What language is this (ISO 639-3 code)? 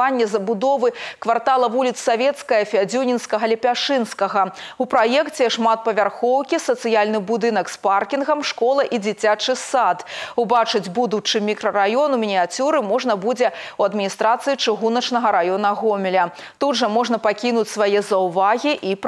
bel